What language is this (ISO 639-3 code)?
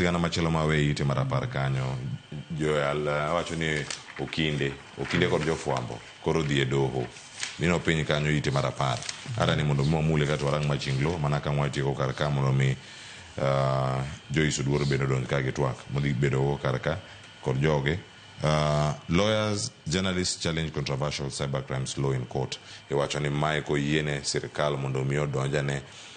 luo